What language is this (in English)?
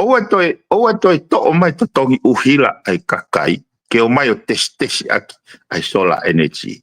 Tongan